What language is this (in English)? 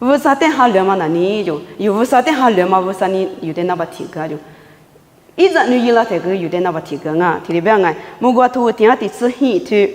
Lisu